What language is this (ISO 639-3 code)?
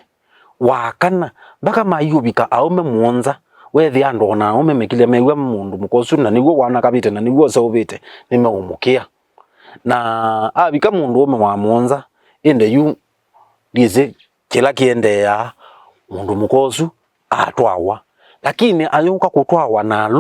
kam